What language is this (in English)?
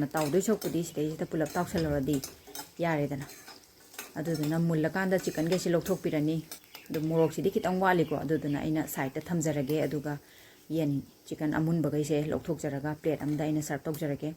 Manipuri